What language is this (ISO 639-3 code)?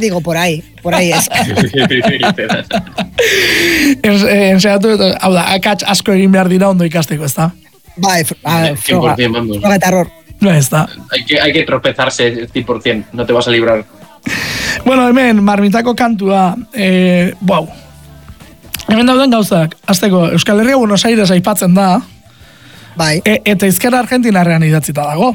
eus